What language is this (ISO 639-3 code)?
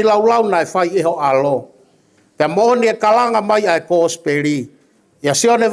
ton